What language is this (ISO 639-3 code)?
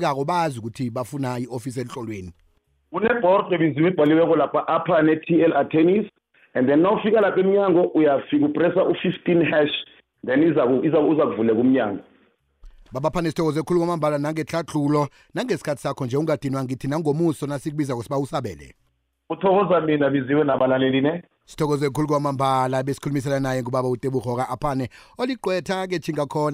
nbl